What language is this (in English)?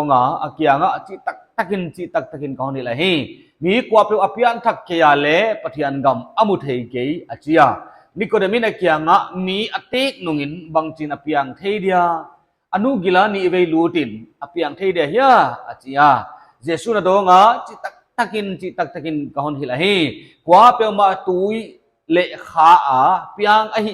Paite Chin